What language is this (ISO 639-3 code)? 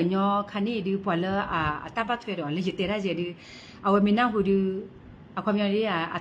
ksw